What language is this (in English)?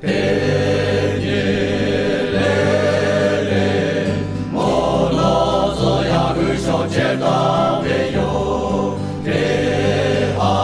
Lahu